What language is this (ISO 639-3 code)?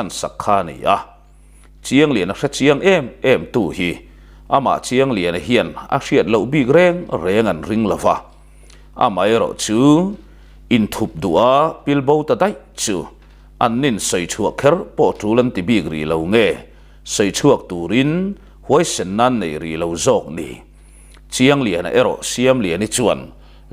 lus